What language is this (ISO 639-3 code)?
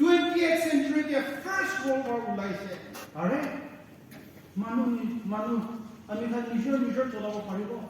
nag